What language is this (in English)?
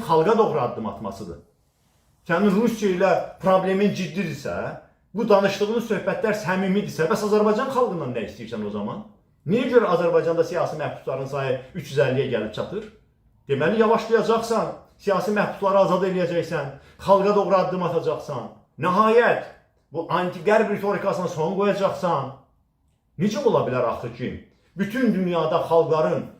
Azerbaijani